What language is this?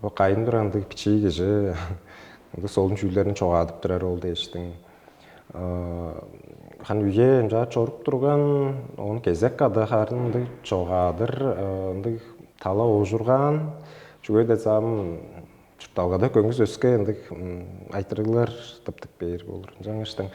Tuvinian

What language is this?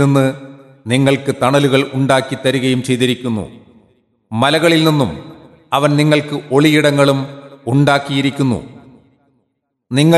Malayalam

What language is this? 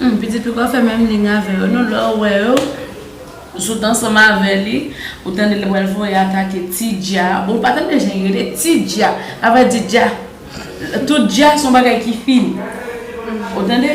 Haitian Creole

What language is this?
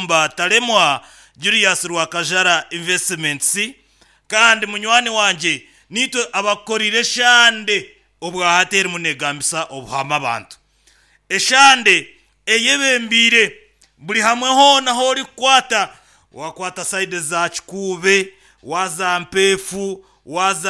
Nyankole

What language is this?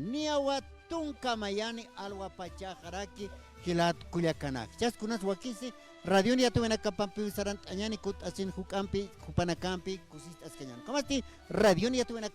Aymara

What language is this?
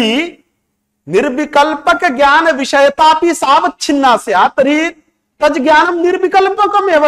Sanskrit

